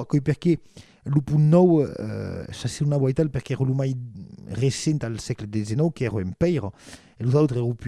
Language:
Occitan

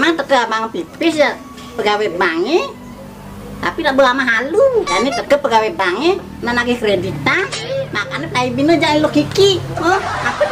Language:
Balinese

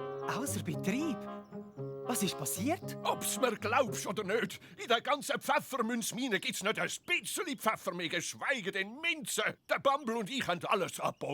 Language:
Swiss German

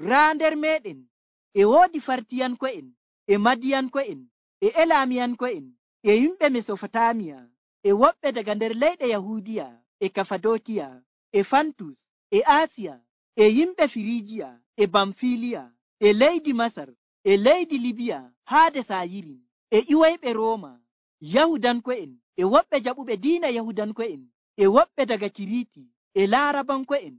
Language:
Nigerian Fulfulde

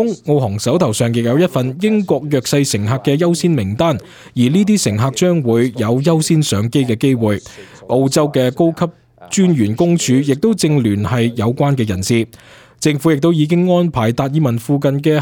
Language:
Cantonese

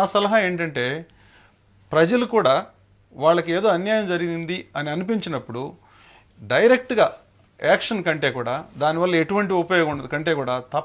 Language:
Telugu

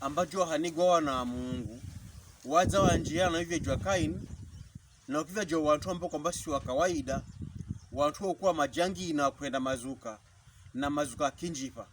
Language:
Pokomo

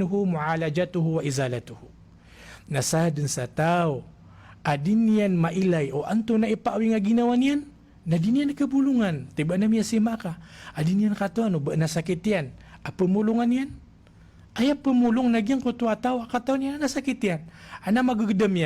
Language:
Maranao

